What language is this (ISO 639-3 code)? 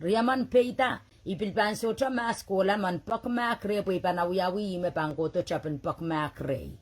pon